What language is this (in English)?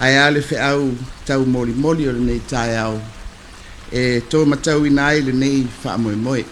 Samoan